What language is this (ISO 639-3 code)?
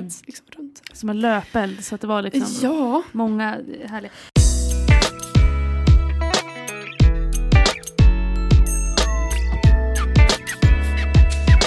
swe